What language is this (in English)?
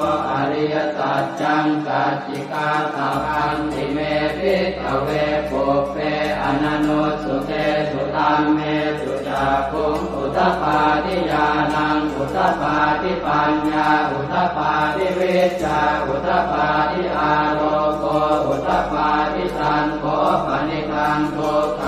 Pali